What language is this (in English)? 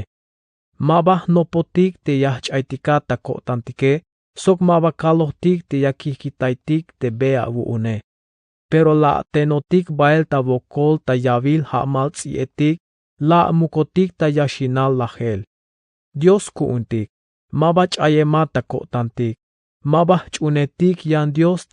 Tzeltal